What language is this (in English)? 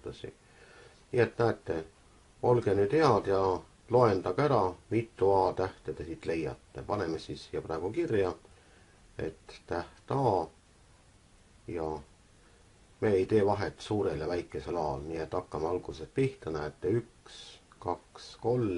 Estonian